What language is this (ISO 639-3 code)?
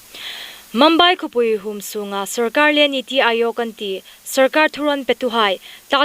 hmr